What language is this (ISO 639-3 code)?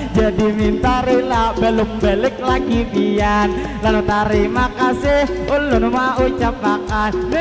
bjn